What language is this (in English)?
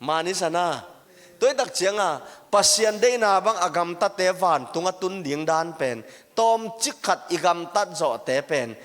Tedim Chin